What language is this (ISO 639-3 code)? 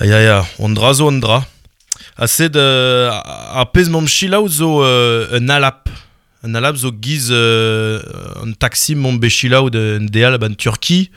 bre